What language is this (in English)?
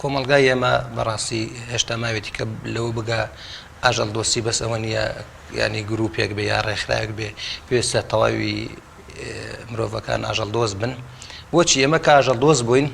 Central Kurdish